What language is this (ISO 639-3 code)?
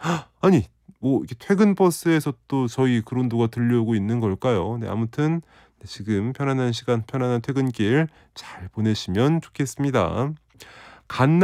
kor